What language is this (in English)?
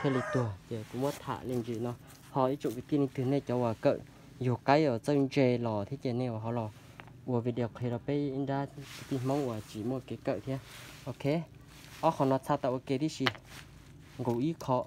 Hmong